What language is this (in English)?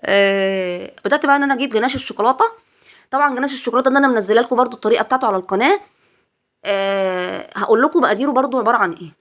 Egyptian Arabic